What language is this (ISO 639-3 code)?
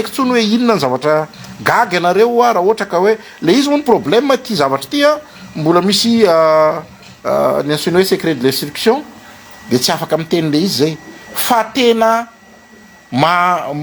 mlg